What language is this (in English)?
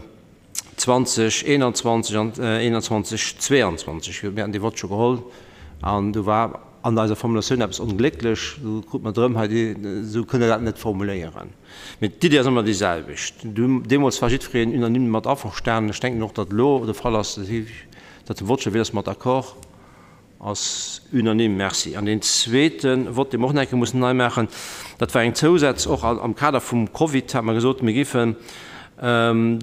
Luxembourgish